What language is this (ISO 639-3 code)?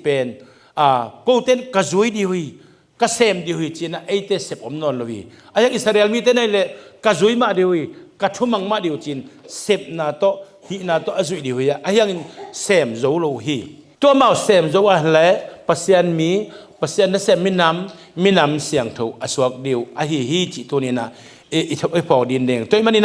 ctd